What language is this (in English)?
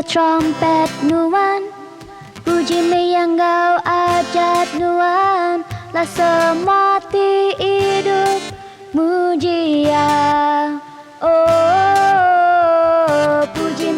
Iban